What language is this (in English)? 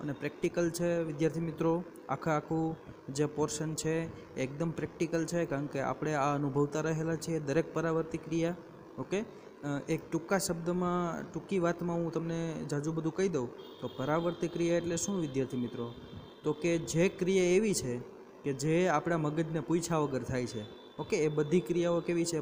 Gujarati